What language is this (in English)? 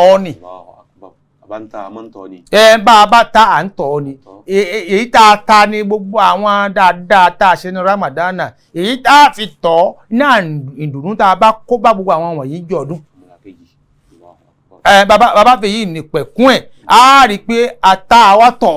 Yoruba